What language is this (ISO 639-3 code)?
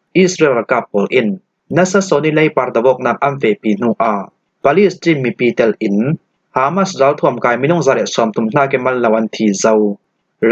cfm